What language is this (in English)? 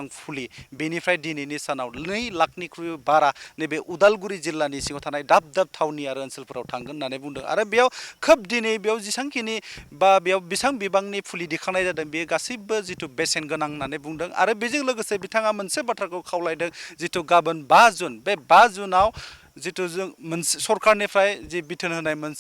Bodo